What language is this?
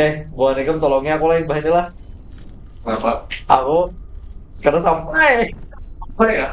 Banjar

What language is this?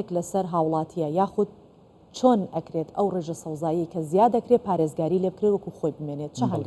Central Kurdish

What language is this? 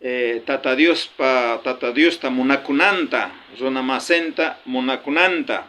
South Bolivian Quechua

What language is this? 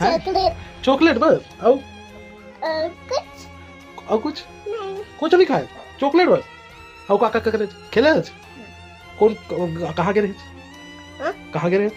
Chhattisgarhi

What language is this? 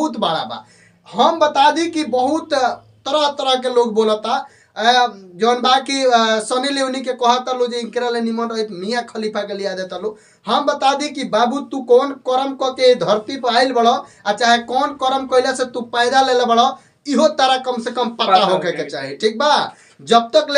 Bhojpuri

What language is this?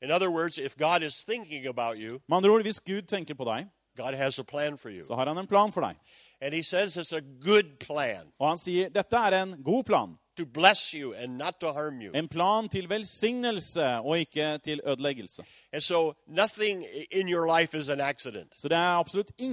Norwegian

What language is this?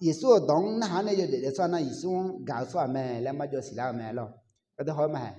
Akha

